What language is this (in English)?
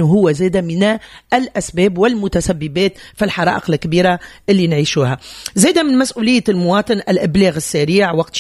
Tunisian Arabic